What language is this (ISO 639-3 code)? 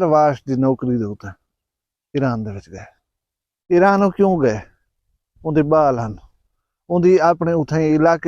skr